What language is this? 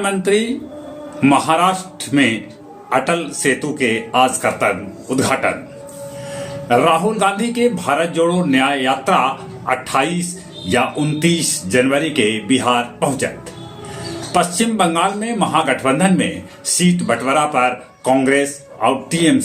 Magahi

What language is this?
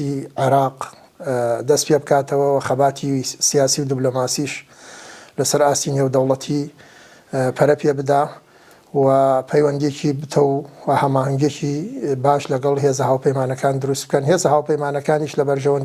Central Kurdish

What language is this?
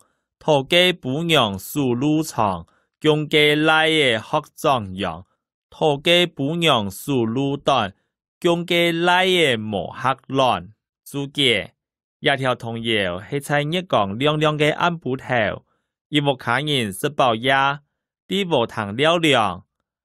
Hakka Chinese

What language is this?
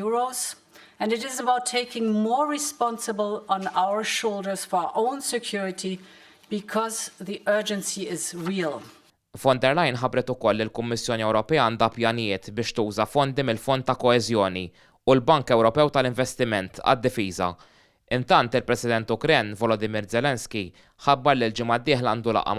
Maltese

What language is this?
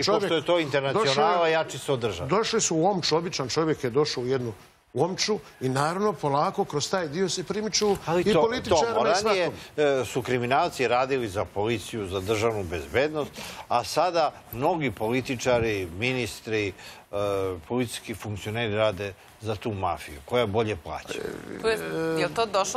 Serbian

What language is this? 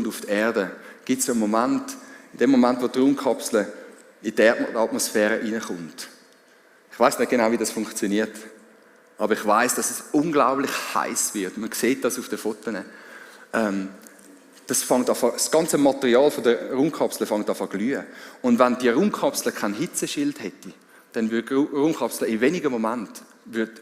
Swiss German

